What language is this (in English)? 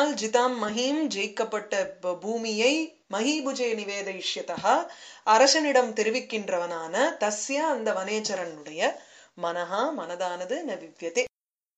Tamil